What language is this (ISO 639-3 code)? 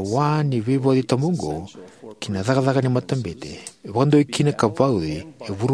fij